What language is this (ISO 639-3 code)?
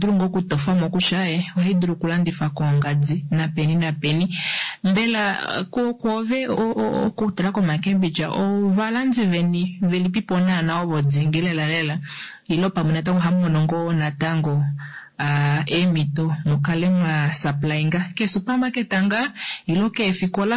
kua